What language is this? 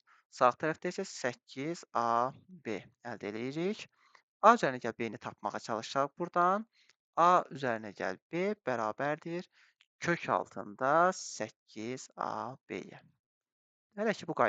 Azerbaijani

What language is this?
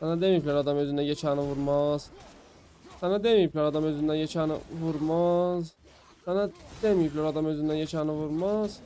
South Azerbaijani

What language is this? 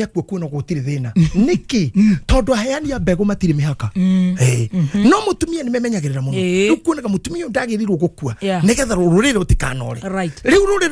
Kikuyu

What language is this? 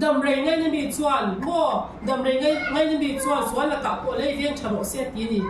Mizo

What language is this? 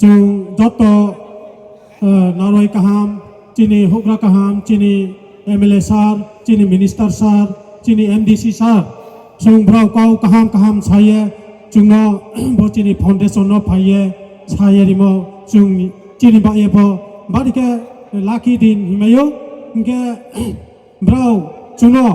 Riang (India)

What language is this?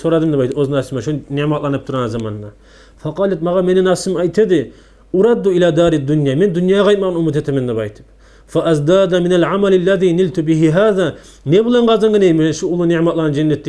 Kumyk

